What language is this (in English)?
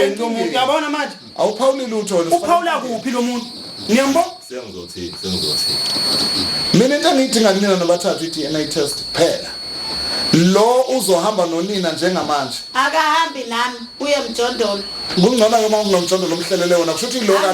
Zulu